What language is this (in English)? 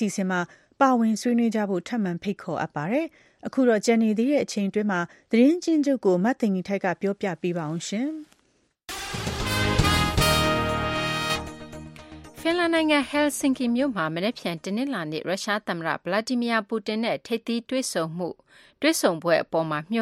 Burmese